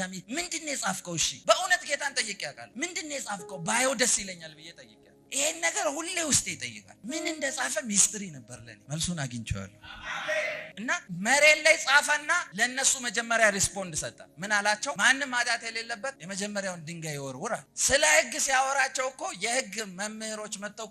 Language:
Amharic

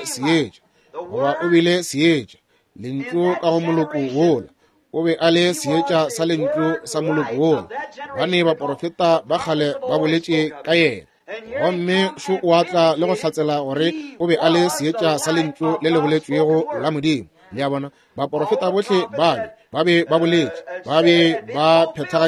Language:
Northern Sotho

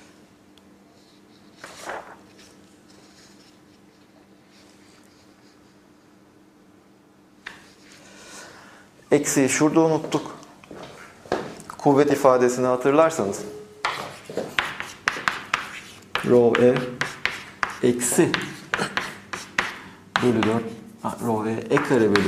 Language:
Turkish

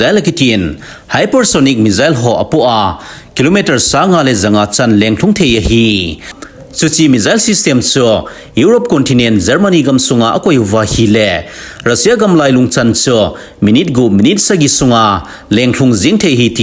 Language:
Thado Chin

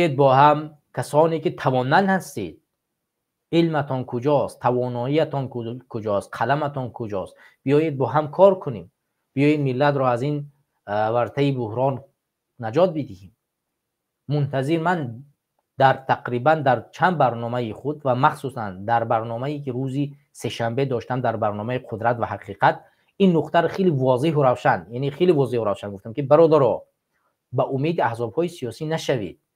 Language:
Tajik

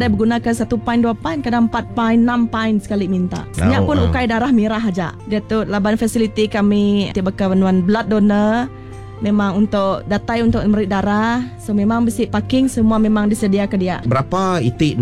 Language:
Iban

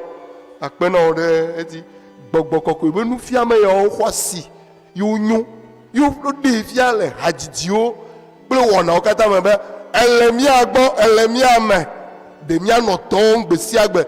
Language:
Ewe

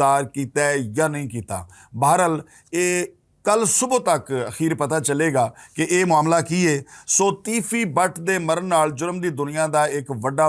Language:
Western Panjabi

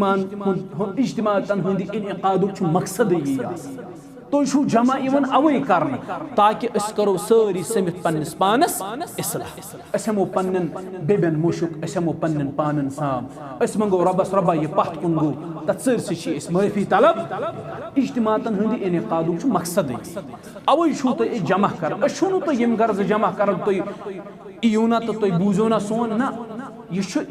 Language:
Kashmiri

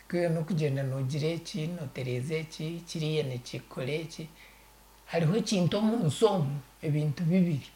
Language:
Nyankole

